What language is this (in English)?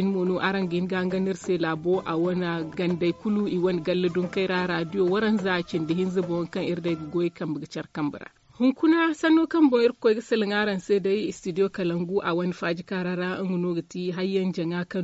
Zarma